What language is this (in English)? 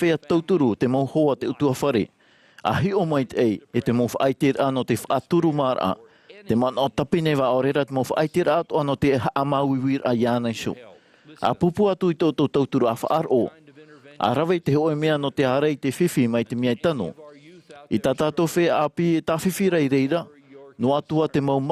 Tahitian